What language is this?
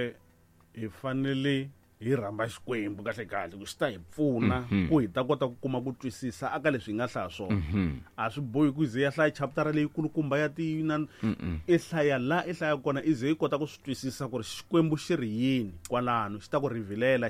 Tsonga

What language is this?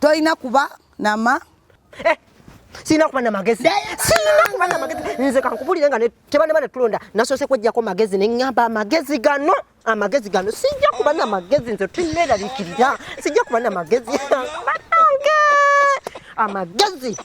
Ganda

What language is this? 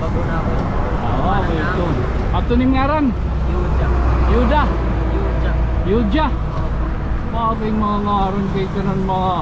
Waray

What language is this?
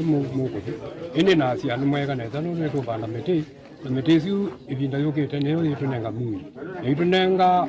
Kamba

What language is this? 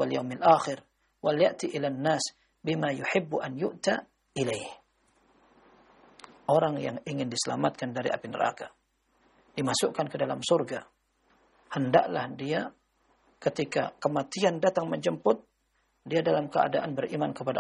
Indonesian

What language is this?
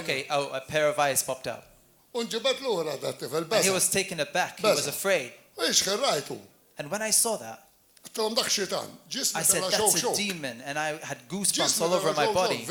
Maltese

